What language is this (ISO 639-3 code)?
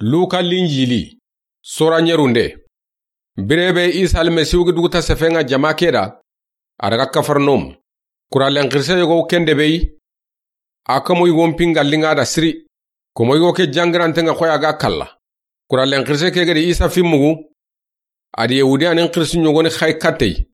snk